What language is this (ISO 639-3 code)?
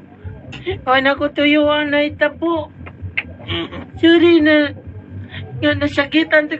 ceb